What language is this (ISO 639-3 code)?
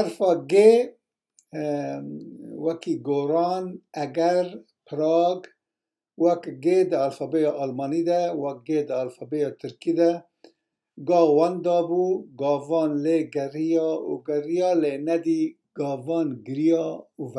kur